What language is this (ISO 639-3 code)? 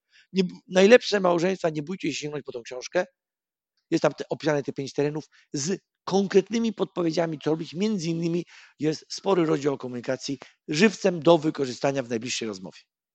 pol